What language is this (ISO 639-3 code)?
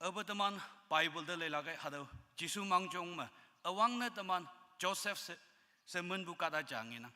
nbe